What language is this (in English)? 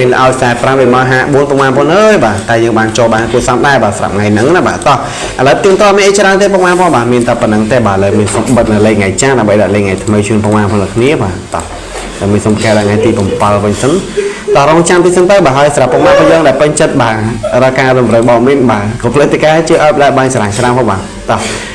Khmer